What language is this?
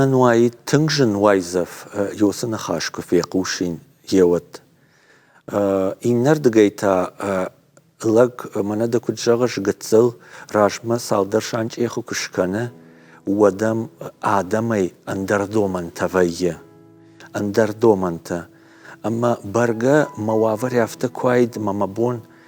Ossetic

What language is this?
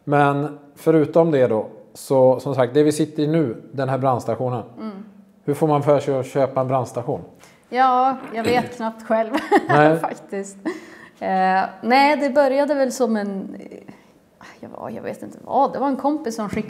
Swedish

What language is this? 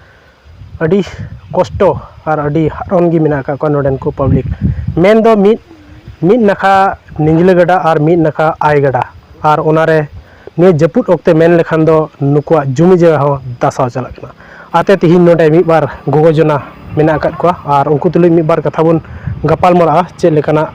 Santali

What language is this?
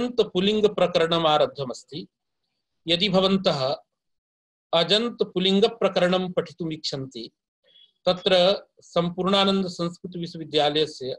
Sanskrit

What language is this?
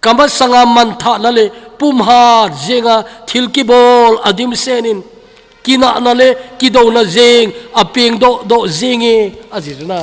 Thado Chin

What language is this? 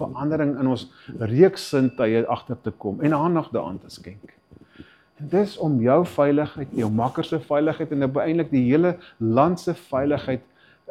Afrikaans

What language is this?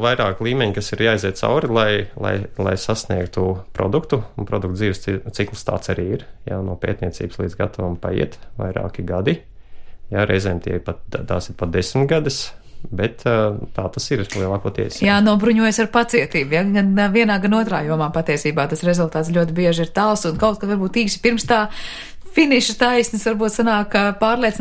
Latvian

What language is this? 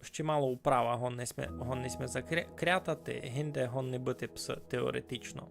Rusyn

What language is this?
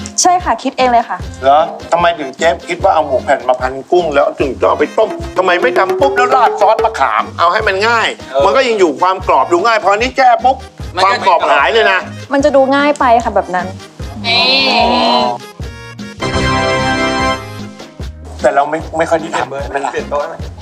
Thai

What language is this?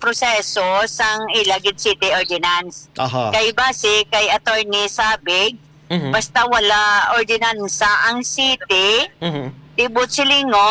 Hiligaynon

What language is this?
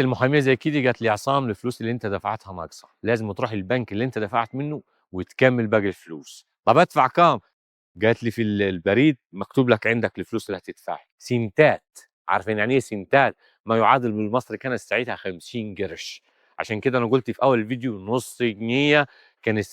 Egyptian Arabic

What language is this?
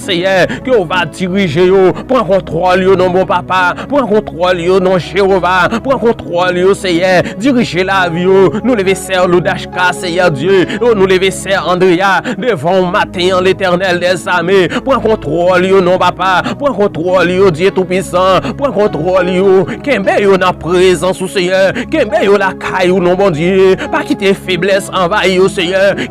Haitian Creole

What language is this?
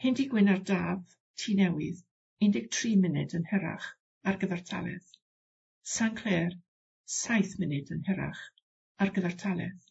Welsh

